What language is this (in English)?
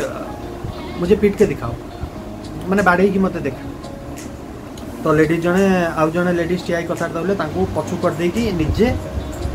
Odia